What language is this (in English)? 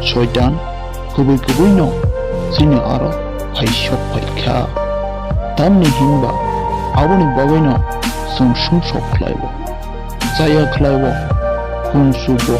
Kok Borok